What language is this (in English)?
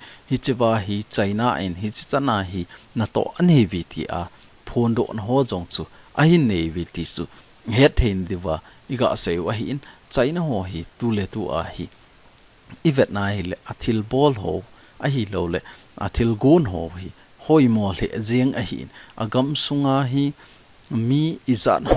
Thado Chin